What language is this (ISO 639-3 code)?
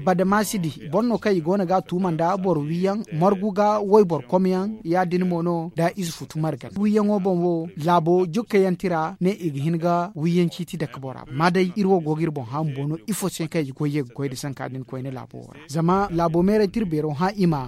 dje